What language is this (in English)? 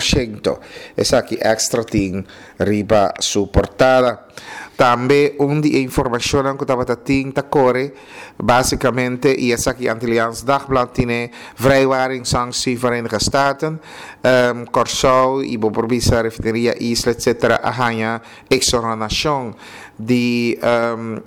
Papiamento